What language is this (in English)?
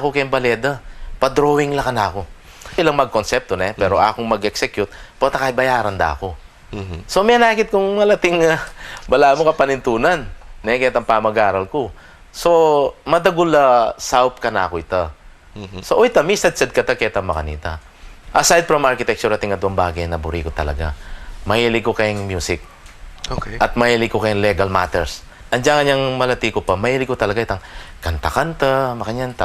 Pampanga